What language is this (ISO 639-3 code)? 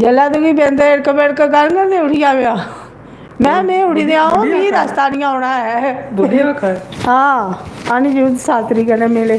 doi